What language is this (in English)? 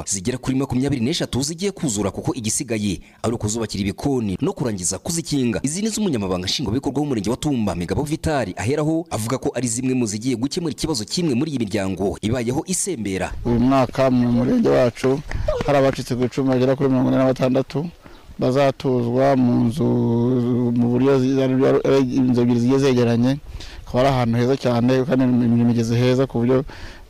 Kinyarwanda